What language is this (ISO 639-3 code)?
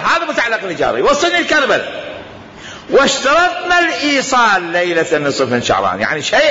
acm